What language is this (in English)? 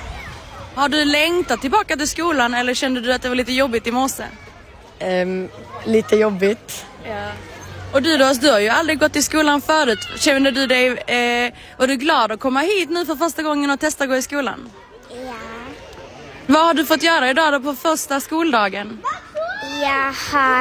Swedish